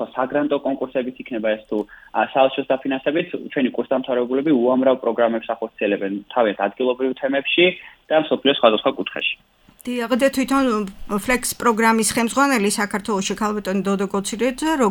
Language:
Georgian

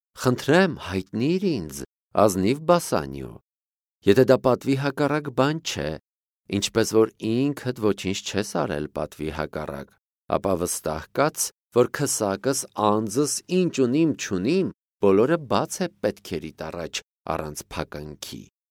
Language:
Armenian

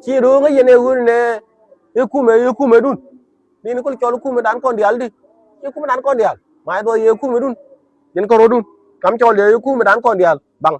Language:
Nuer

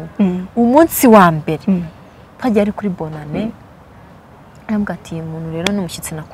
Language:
Kinyarwanda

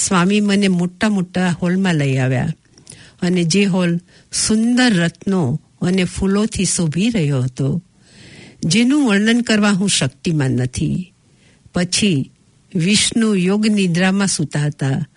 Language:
Gujarati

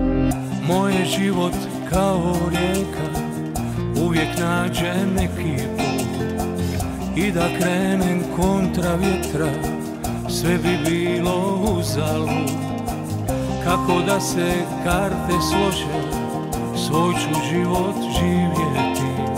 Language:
Croatian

